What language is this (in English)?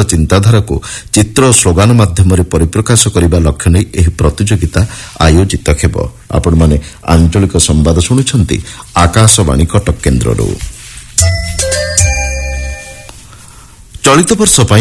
Odia